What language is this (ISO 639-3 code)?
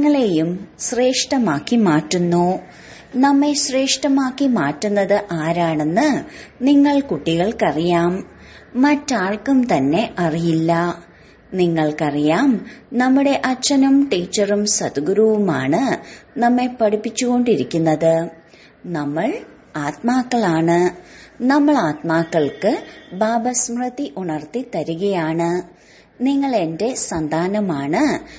mal